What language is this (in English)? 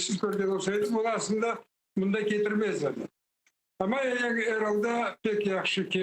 Crimean Tatar